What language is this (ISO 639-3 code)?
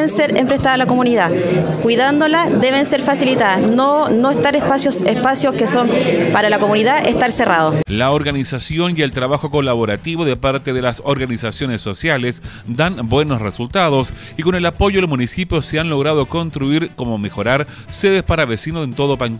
spa